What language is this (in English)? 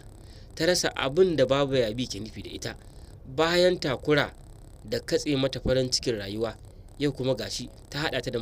Hausa